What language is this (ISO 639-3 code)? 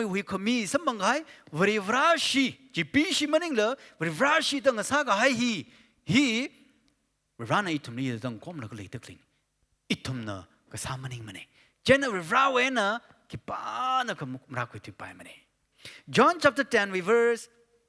nmf